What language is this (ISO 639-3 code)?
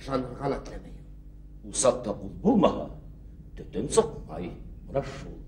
bak